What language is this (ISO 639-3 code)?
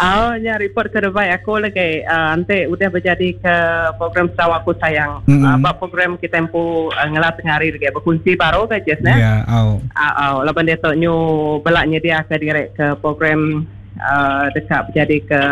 iba